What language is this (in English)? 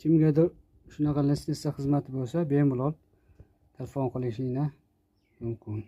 Uzbek